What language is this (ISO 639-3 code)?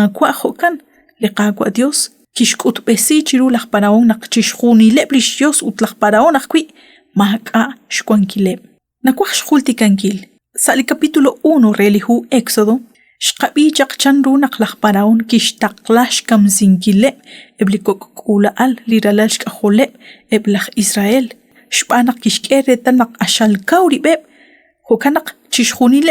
kek